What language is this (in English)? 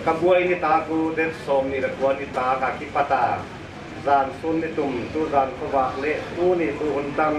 Paite Chin